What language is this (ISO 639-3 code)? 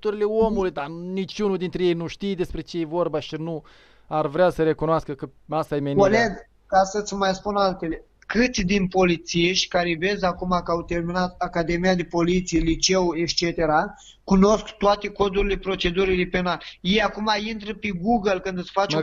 ron